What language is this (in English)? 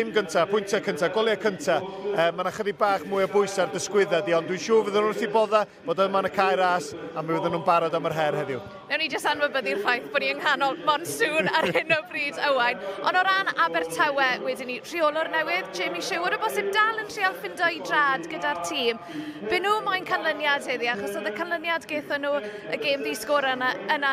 Welsh